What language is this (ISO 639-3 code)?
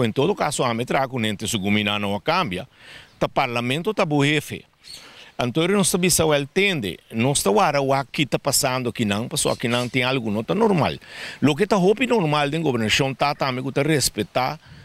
pap